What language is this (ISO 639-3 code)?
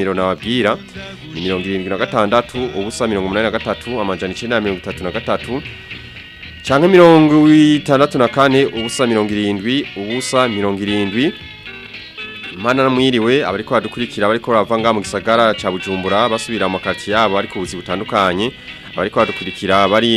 run